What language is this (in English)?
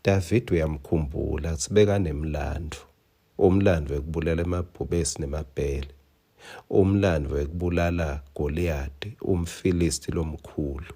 Swati